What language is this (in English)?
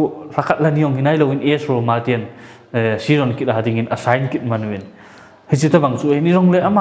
Paite Chin